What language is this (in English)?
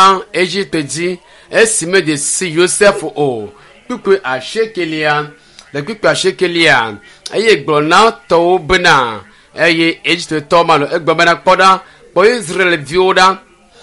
Ewe